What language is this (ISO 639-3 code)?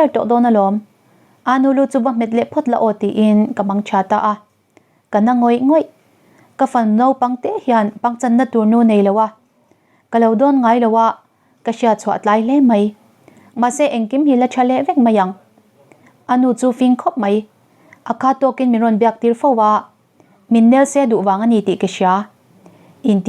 lus